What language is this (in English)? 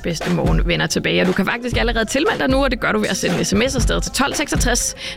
Danish